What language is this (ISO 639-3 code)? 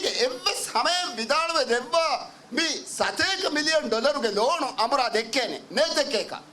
div